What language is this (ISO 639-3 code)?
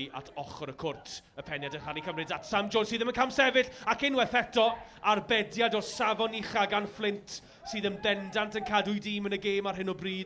cym